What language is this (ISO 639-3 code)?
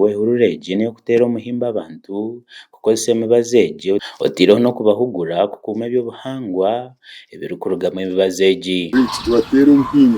nyn